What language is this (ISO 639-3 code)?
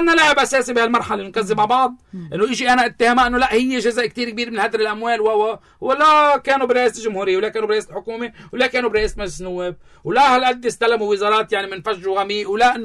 apc